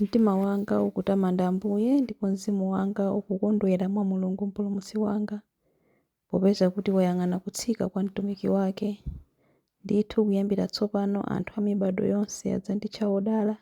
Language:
Nyanja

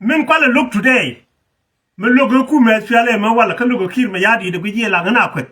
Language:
Nuer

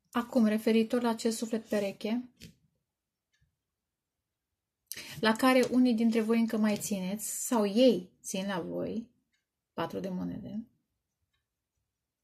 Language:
Romanian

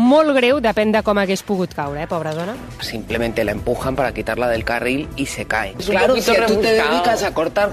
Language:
Catalan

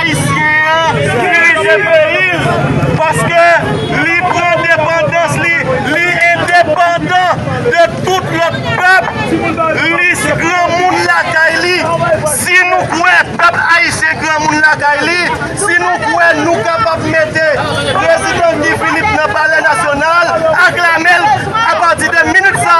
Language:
Haitian Creole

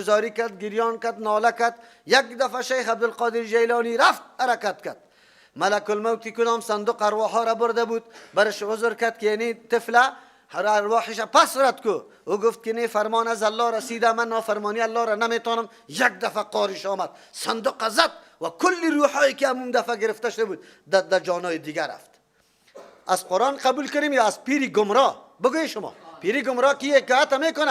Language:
Persian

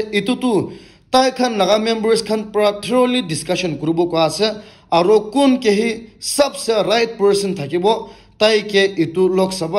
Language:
Naga Pidgin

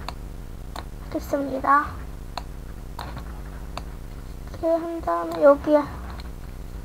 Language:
Korean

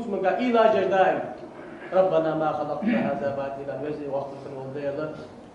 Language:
Ingush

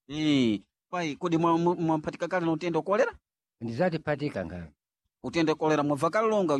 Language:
Sena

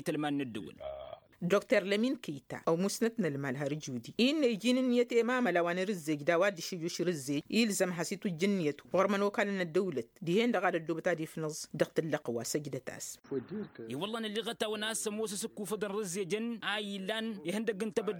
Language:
Tamasheq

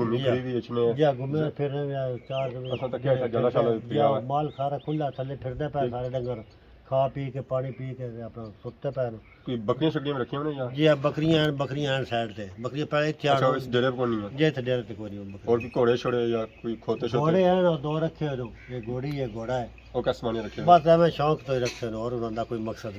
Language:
Pahari-Potwari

